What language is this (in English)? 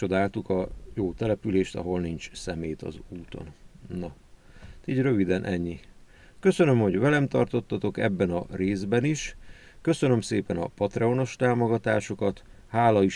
Hungarian